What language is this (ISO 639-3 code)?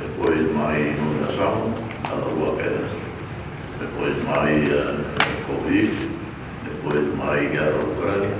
tet